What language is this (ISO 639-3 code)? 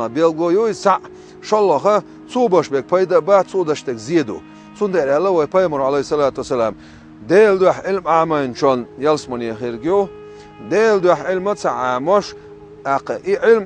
che